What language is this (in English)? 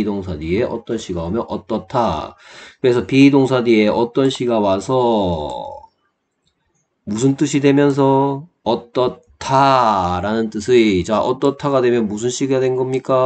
Korean